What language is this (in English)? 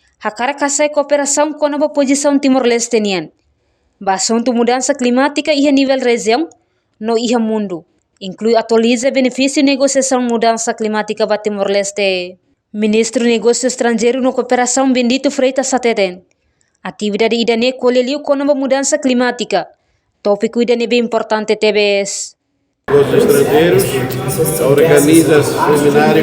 Tetum